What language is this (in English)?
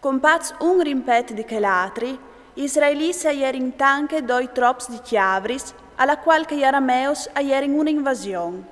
Friulian